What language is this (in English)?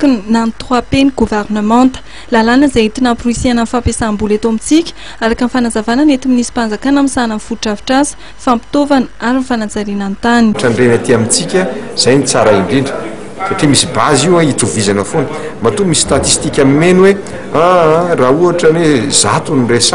Malagasy